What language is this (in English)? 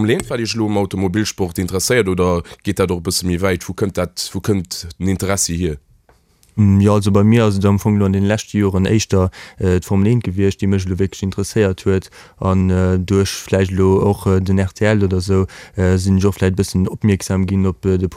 Luxembourgish